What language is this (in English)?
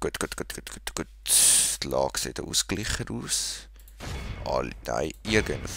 Swiss German